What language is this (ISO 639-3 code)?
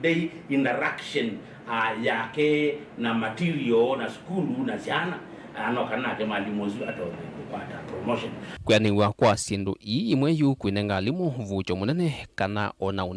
kam